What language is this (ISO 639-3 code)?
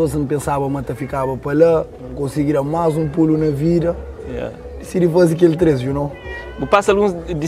kea